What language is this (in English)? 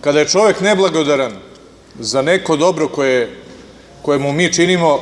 Serbian